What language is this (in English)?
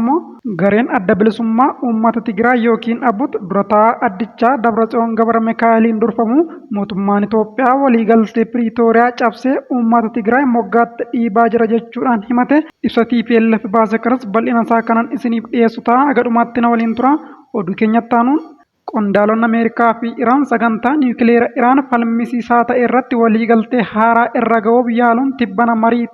Oromo